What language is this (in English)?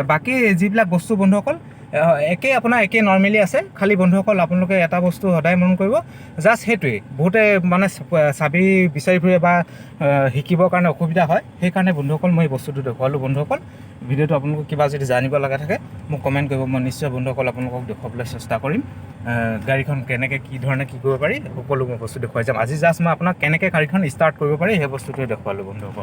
Assamese